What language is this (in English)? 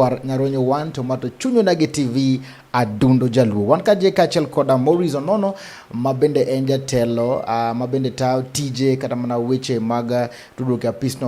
Luo (Kenya and Tanzania)